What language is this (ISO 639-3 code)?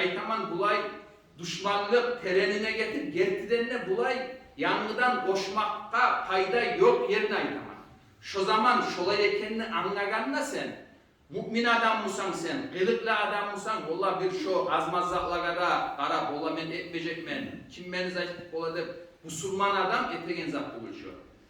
kum